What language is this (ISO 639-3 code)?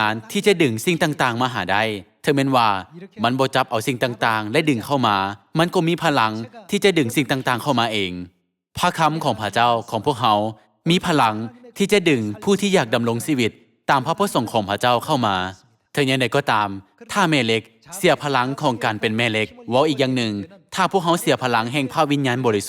lao